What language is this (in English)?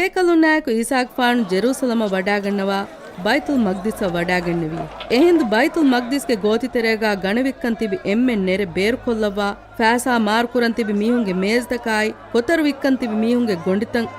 Divehi